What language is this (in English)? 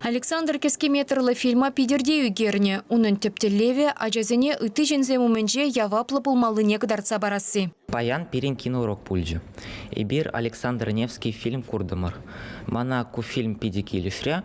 Chuvash